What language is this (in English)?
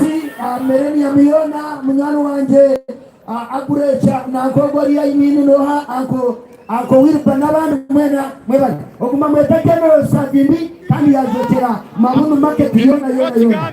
Nyankole